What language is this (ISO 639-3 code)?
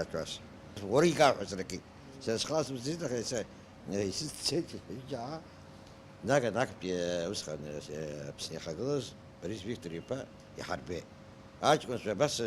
abk